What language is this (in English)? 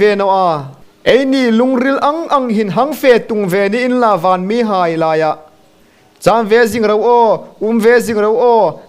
Hmar